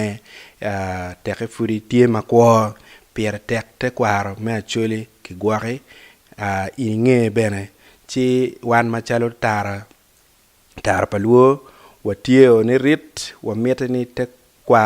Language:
Acoli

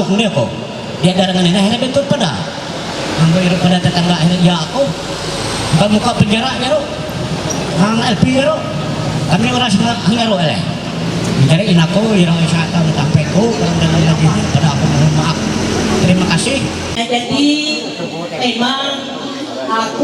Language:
Ma'anyan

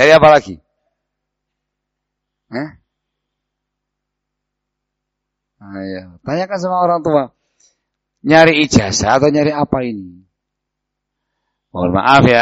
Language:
Indonesian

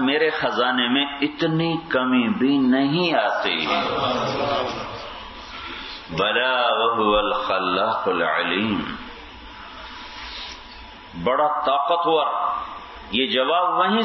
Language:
Urdu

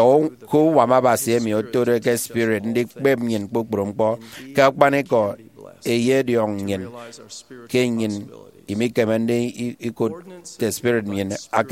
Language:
Efik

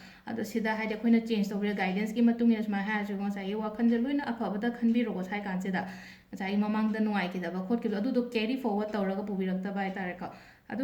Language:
Manipuri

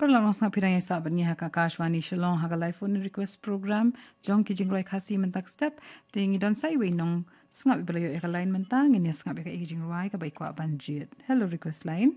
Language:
Khasi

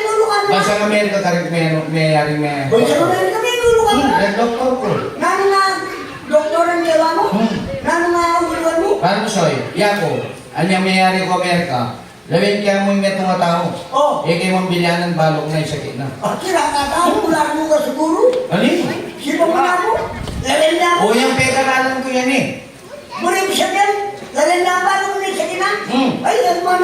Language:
Pampanga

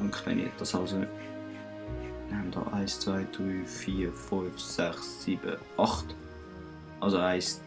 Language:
Swiss German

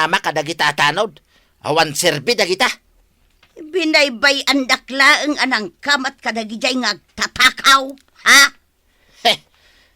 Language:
Iloko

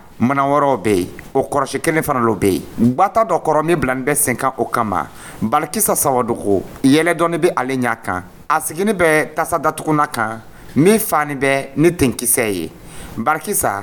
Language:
Dyula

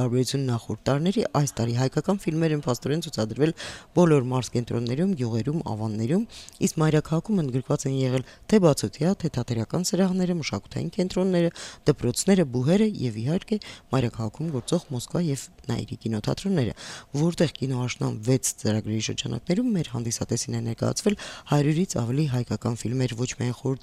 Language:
Armenian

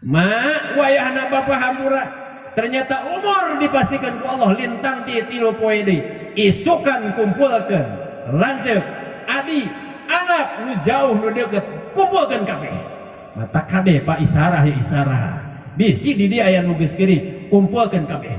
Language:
Sundanese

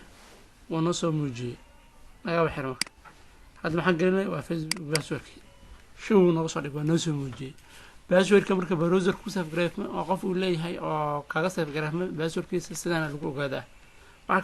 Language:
Somali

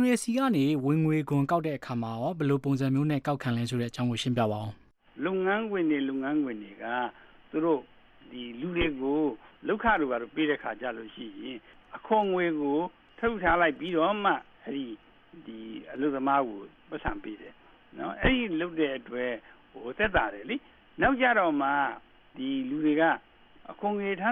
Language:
Burmese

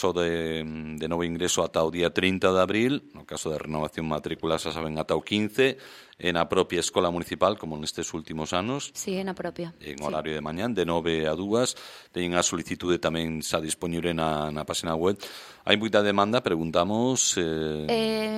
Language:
Galician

